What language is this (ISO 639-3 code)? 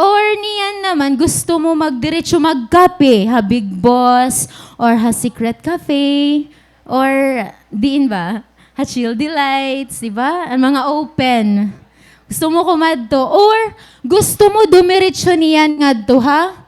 war